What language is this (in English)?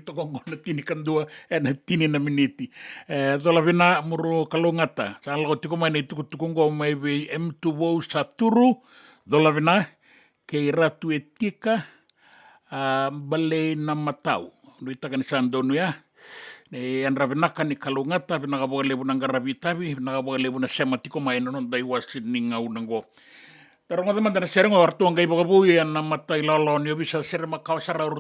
Fijian